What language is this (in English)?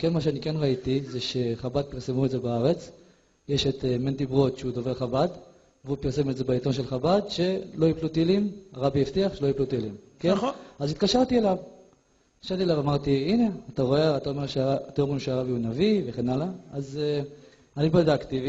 Hebrew